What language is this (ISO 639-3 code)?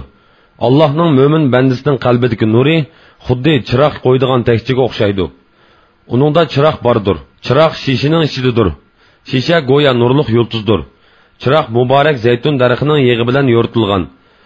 uig